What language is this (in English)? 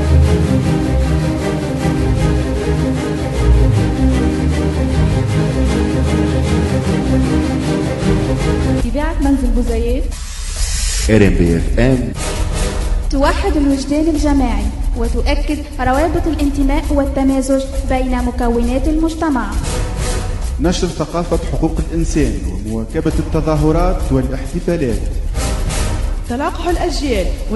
Tunisian Arabic